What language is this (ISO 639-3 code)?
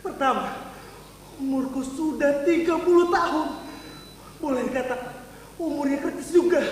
bjn